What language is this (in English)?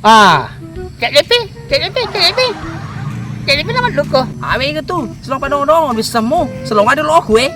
Buginese